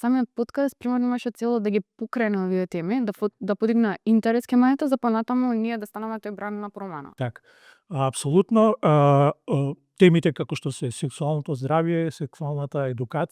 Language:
Macedonian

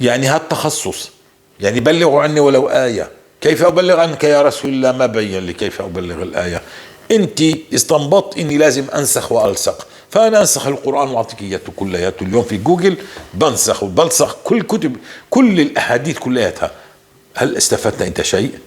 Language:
North Levantine Arabic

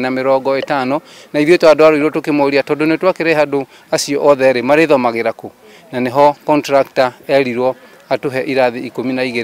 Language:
Kikuyu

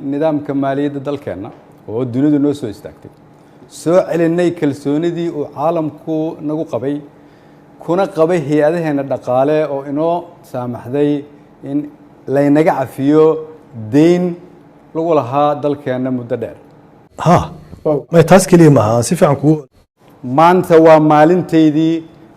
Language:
Somali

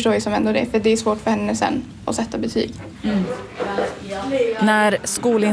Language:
Swedish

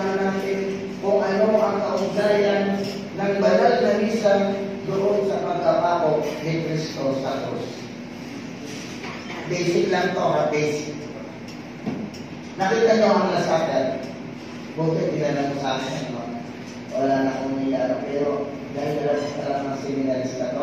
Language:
Filipino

